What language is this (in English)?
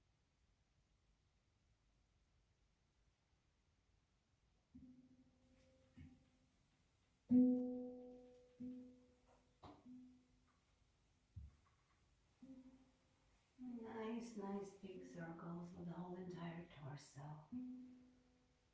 English